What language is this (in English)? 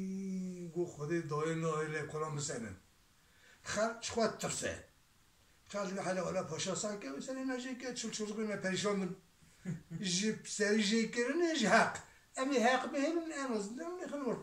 Kurdish